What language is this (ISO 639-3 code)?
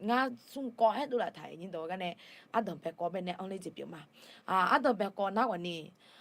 ahk